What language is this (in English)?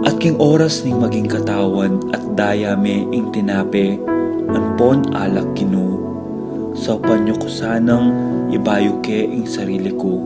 Pampanga